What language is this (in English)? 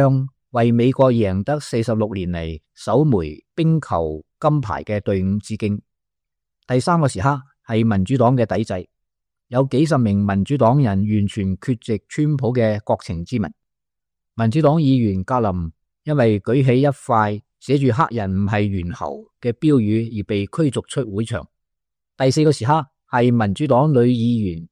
Cantonese